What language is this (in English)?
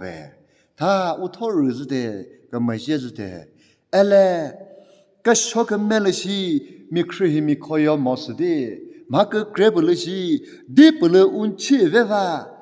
Chokri Naga